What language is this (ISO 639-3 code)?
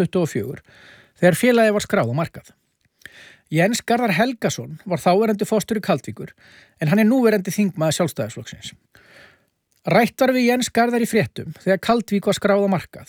isl